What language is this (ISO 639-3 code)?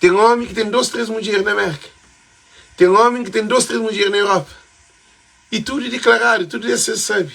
kea